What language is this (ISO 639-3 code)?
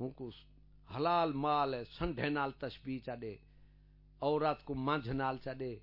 skr